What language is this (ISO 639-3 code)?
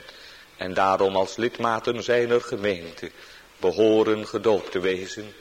nld